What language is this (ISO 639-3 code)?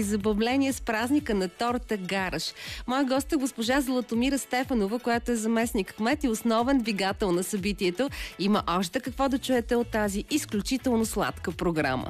bul